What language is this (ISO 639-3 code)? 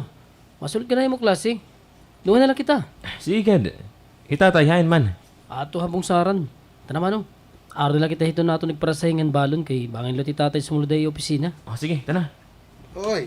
war